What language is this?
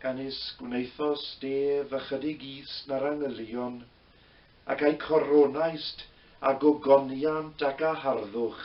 Welsh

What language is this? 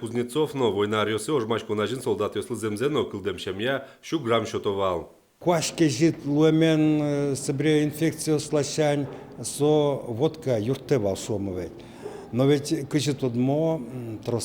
Udmurt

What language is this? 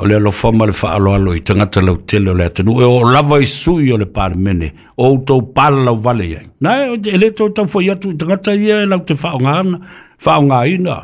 Samoan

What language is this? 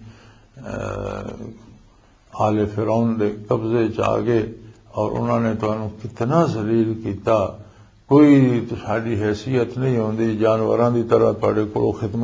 Western Panjabi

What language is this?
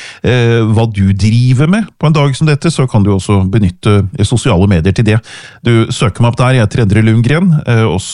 Norwegian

